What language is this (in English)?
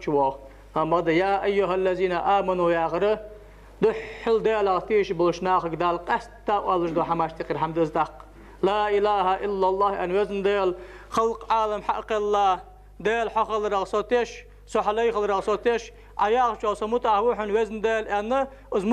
Ingush